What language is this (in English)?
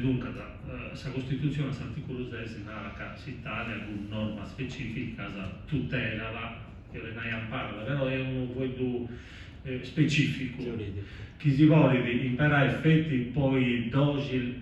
Sardinian